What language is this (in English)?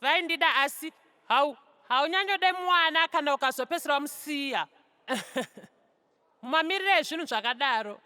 Shona